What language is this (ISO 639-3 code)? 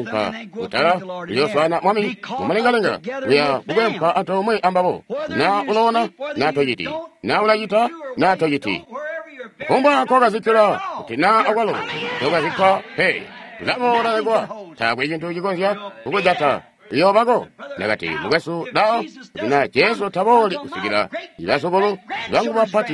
toi